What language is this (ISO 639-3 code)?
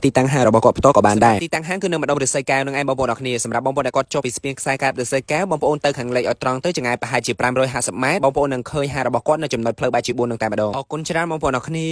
khm